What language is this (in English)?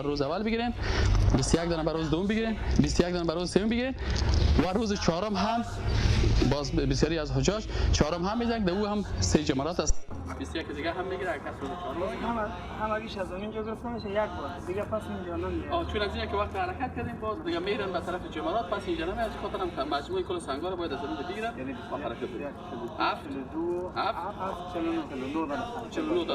Persian